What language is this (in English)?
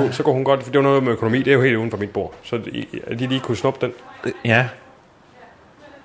Danish